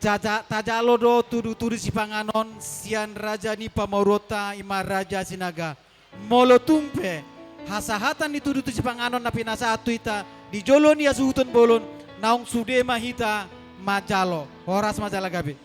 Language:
Batak Toba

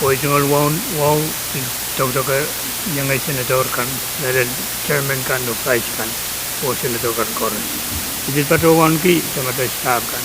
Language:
Pohnpeian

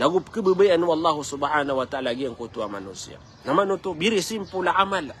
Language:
Maranao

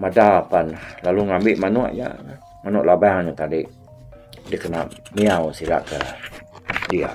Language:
Iban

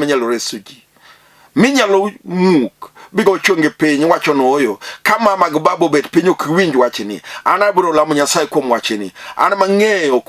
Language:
Luo (Kenya and Tanzania)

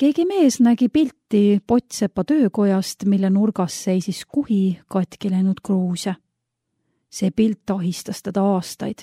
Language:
Estonian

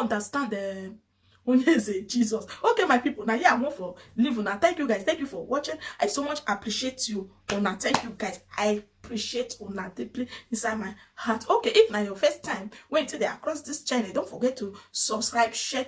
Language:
Nigerian Pidgin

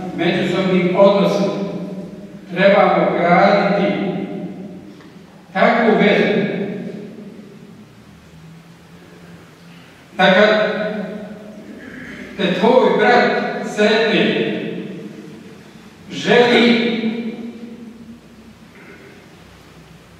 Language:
Bosnian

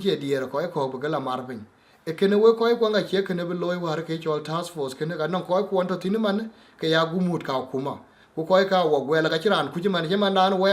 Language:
Dinka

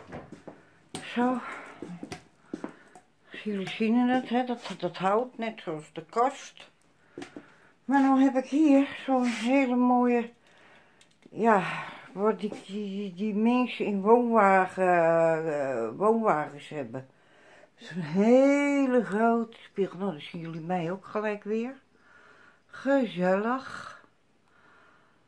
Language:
Dutch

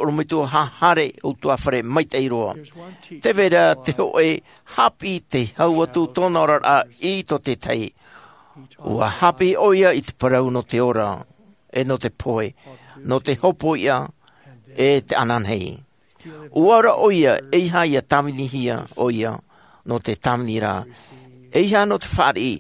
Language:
Tahitian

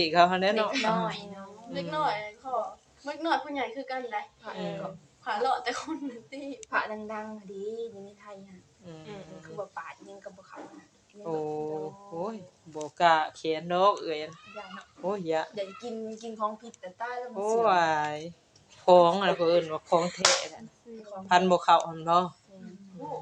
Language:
Northeastern Thai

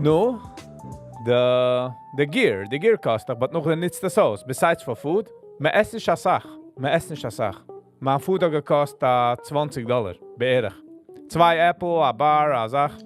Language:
Yiddish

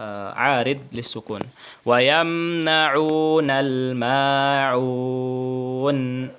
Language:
Tausug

